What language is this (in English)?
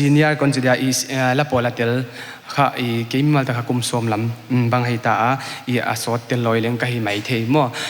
Paite Chin